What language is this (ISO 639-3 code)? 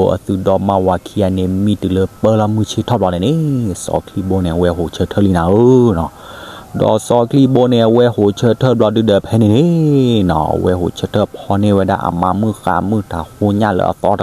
ksw